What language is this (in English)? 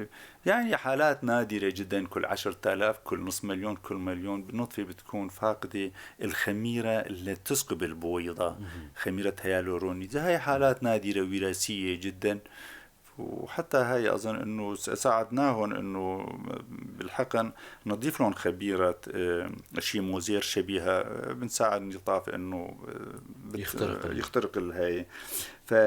North Levantine Arabic